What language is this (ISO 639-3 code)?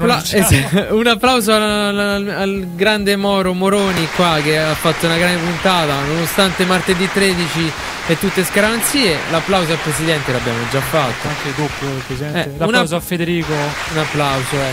ita